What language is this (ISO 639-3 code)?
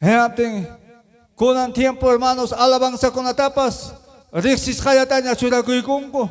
quy